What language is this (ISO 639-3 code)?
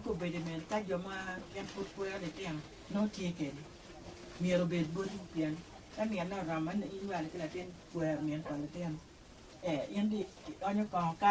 ach